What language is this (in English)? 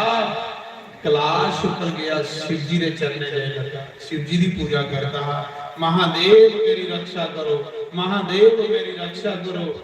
Dogri